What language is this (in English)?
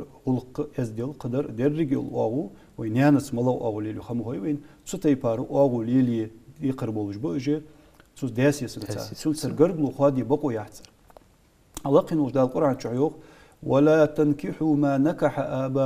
Ingush